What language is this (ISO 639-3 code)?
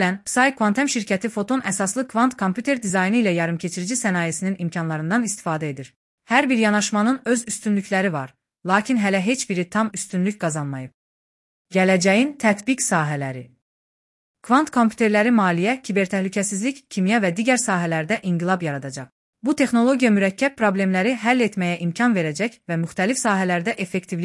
aze